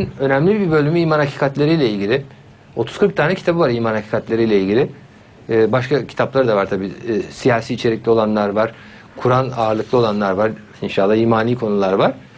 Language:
Turkish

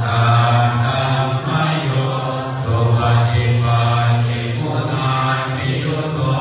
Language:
Pali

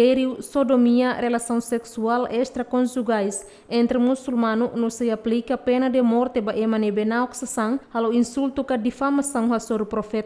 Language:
Tetum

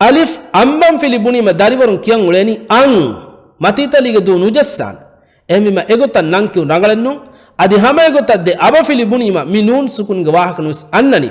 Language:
Divehi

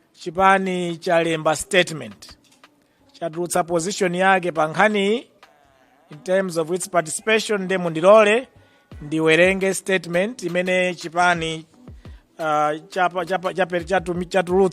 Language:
Nyanja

